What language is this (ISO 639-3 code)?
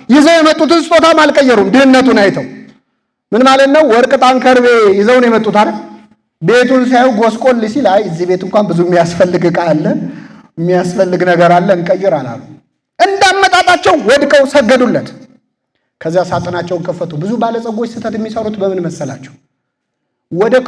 amh